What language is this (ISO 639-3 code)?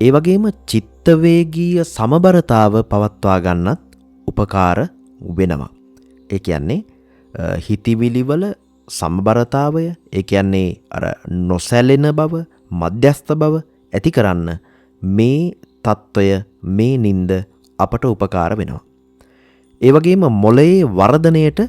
sin